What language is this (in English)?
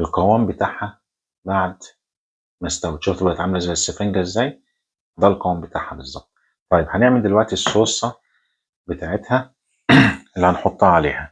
Egyptian Arabic